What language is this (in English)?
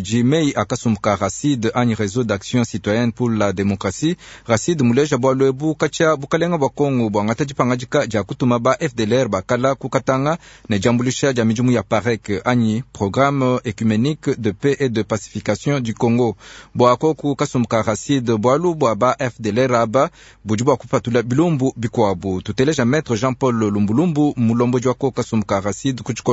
Luba-Lulua